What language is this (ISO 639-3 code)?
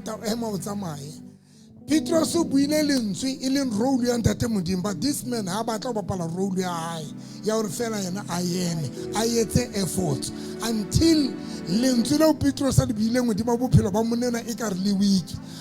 sot